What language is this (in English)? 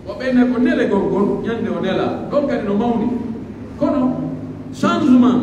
Pular